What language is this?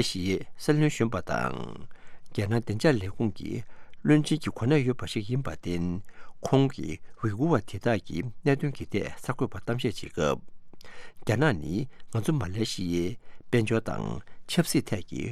Tibetan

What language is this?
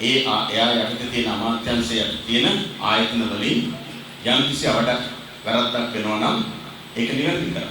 Sinhala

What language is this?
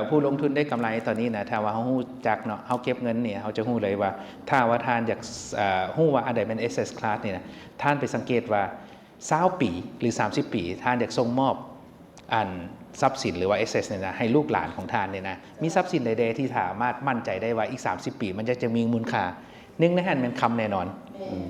Lao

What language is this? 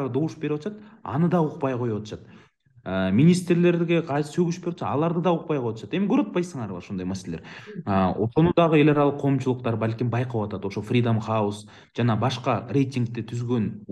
Kyrgyz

